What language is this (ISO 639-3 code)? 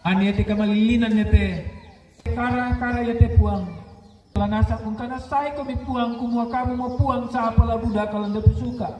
sda